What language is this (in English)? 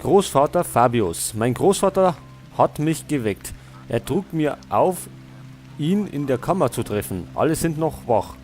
Bavarian